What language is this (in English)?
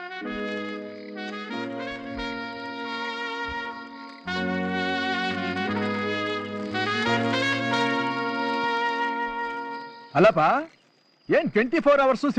Kannada